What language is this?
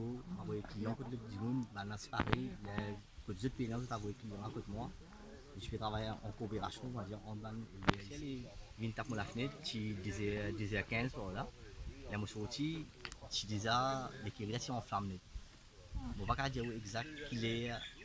Morisyen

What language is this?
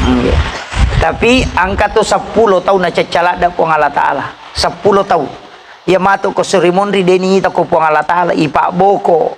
Buginese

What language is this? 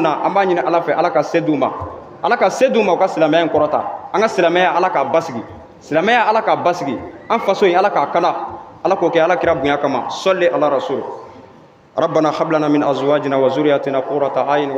Bambara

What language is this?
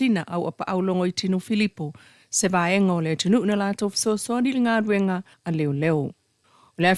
Samoan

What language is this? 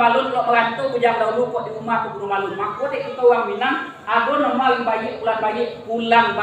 Minangkabau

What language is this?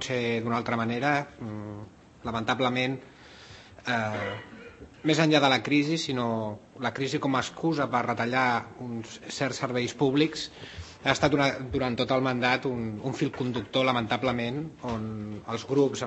Catalan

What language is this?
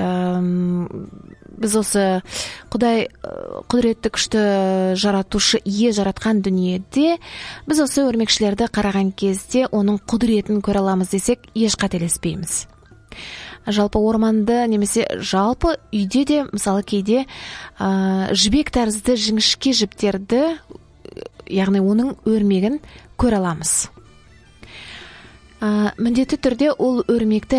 Kazakh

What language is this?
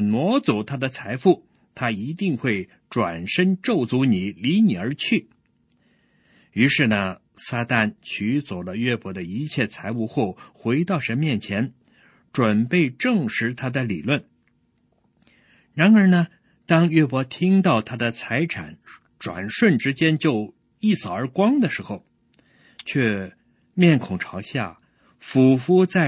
Chinese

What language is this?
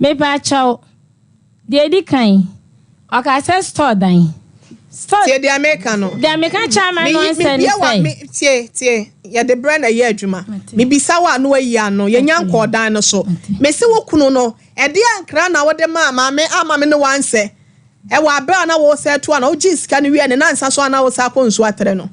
Akan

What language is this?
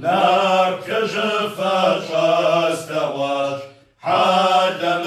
Kabardian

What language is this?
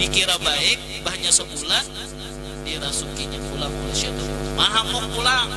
Banjar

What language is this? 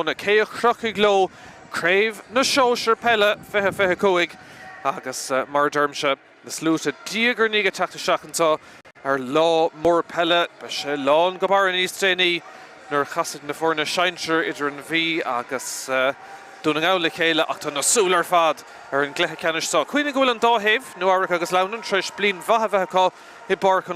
Irish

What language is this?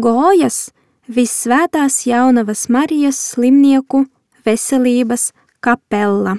Latvian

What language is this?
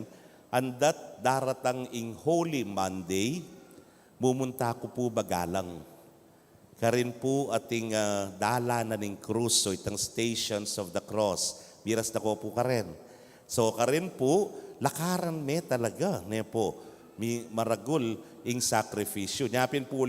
Pampanga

